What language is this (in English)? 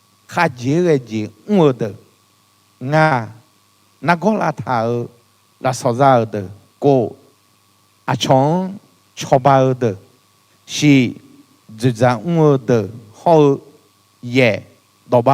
Akha